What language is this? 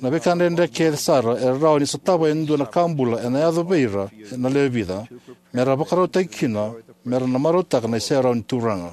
Fijian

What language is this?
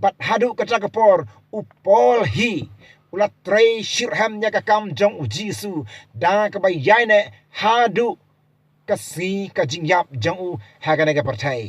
Khasi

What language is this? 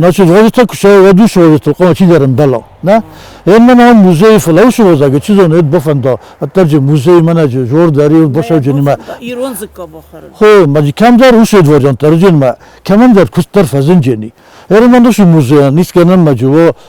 Ossetic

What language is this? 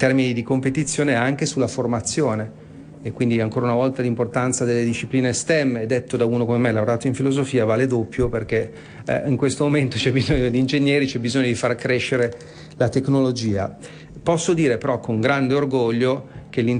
Italian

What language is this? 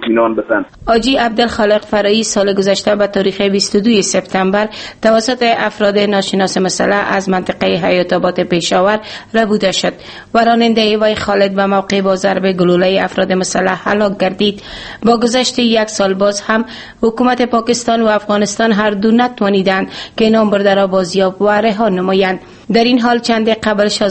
Persian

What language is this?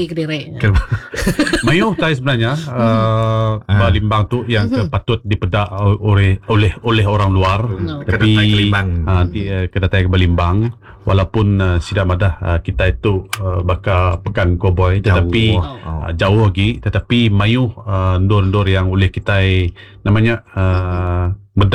Iban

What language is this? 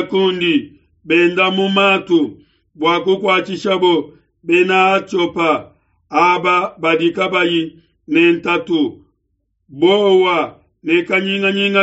Luba-Lulua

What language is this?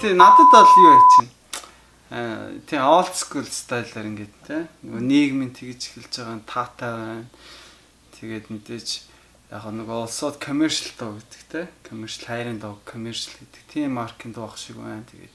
Mongolian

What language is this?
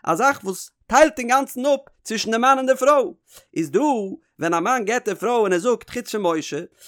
Yiddish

